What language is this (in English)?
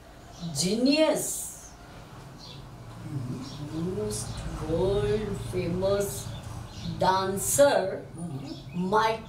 Gujarati